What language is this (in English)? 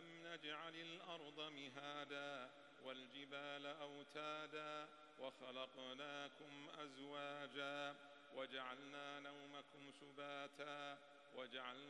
Arabic